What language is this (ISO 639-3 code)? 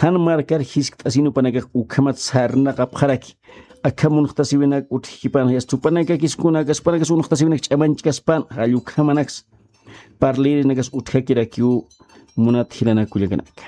aym